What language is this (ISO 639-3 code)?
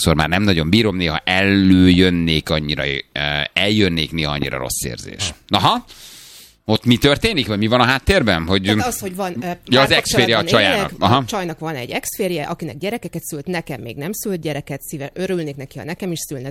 hun